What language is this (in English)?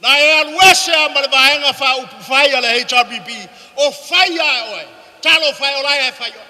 Samoan